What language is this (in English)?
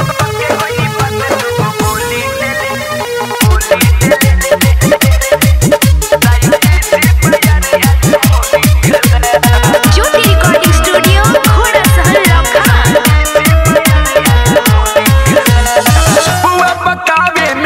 Bhojpuri